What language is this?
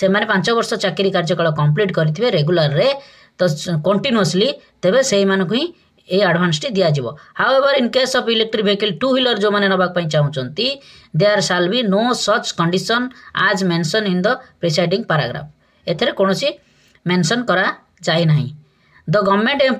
Odia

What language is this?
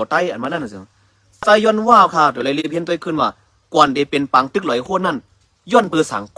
Shan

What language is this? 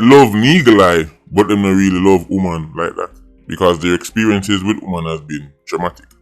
Jamaican Creole English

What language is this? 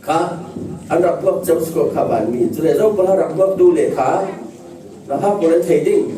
Falam Chin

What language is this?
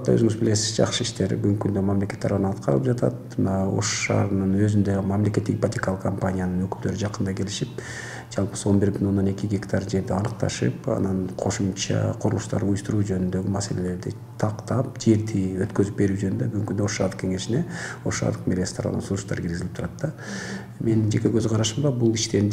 Kyrgyz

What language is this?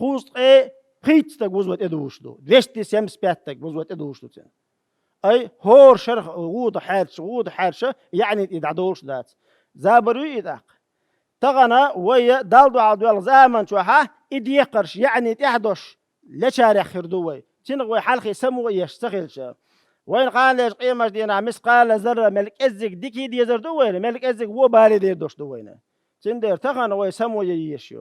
Chechen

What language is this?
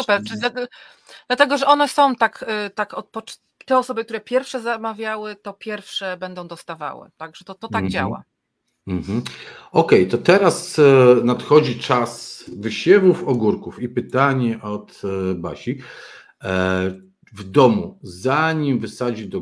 Polish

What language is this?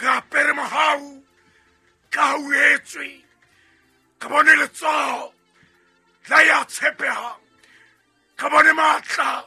Southern Sotho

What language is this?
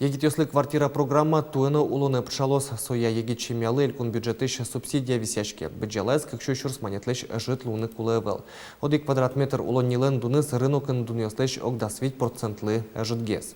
Udmurt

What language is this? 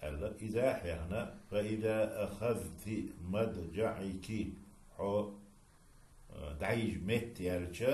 Chechen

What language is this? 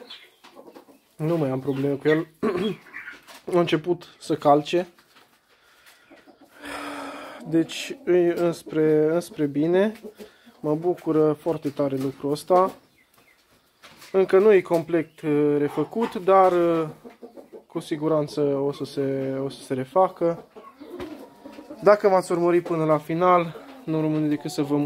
Romanian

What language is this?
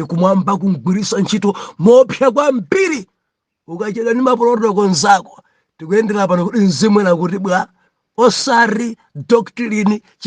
Nyanja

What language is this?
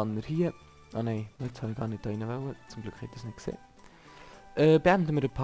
Swiss German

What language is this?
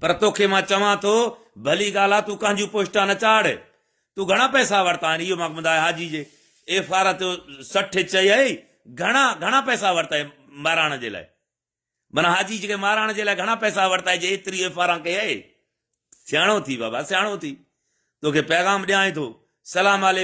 Sindhi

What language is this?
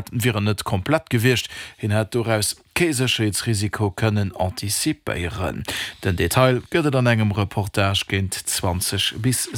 Luxembourgish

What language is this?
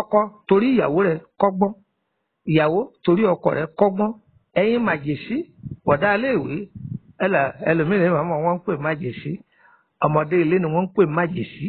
Yoruba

